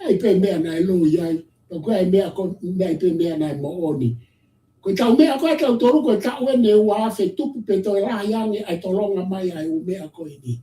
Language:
Tongan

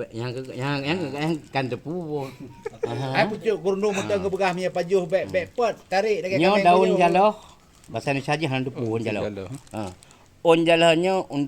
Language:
Achinese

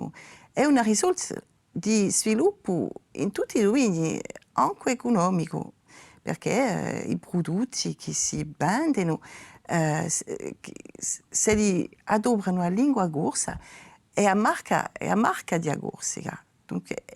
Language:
Corsican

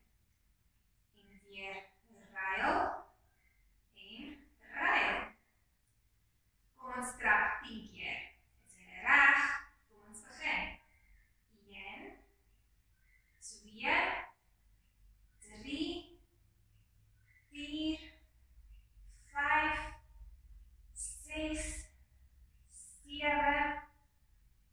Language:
Afrikaans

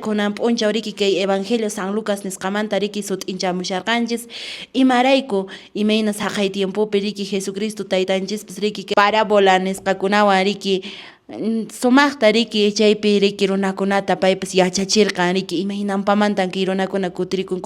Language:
Quechua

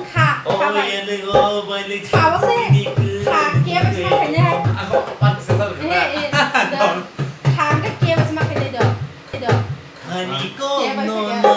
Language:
Kok Borok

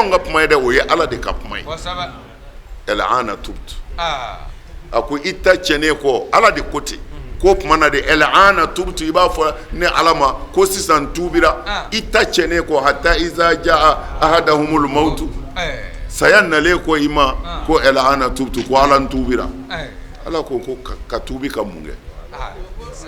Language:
Bambara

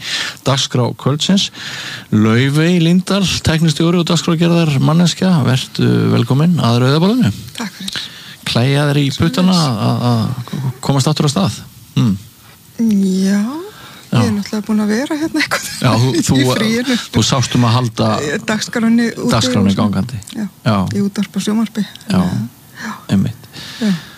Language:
Icelandic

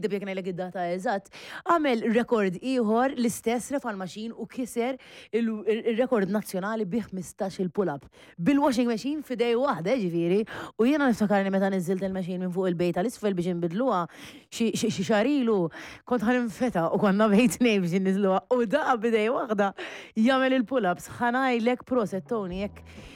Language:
Maltese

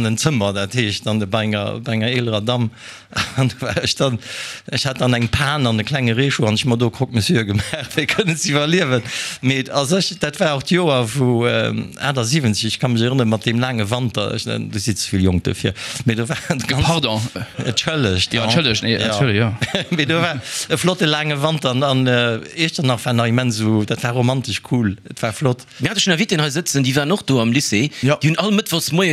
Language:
Luxembourgish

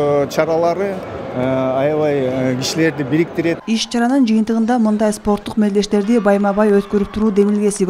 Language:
Kyrgyz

